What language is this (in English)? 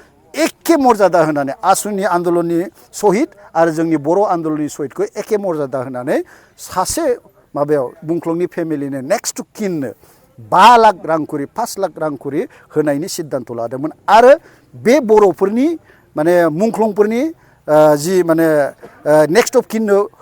Bodo